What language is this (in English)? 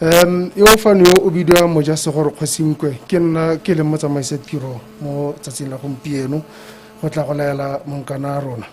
Tswana